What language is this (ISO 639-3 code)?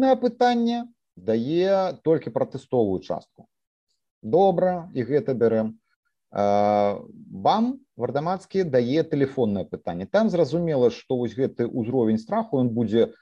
bel